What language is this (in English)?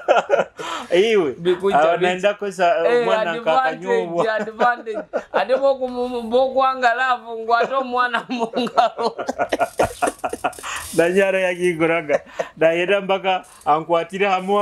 Nyoro